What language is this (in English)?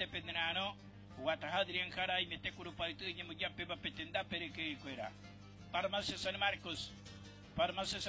Guarani